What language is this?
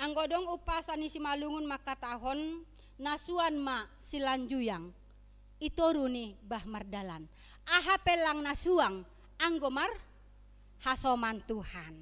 Batak Simalungun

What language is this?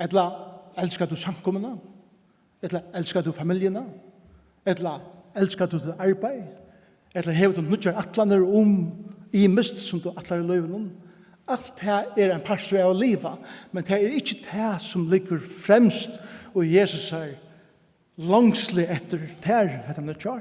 Faroese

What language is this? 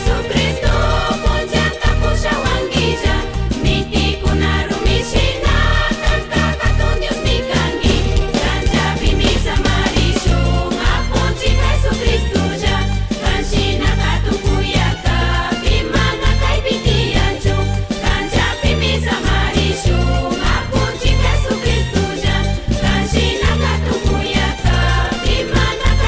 Chimborazo Highland Quichua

